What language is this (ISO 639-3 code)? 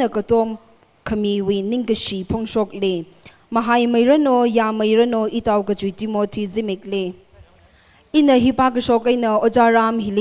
nmf